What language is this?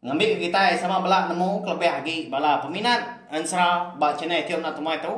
Iban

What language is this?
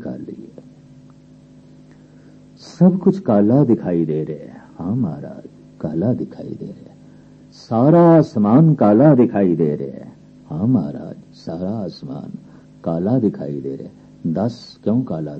Punjabi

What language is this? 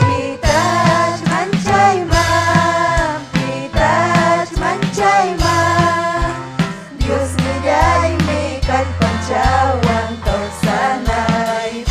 Ayacucho Quechua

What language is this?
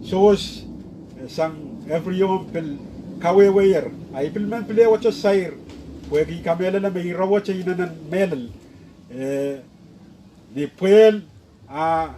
Pohnpeian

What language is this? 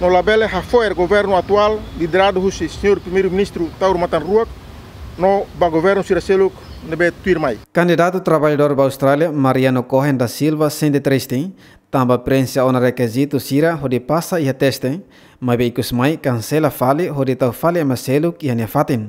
Tetum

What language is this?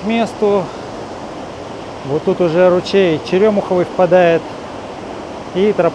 Russian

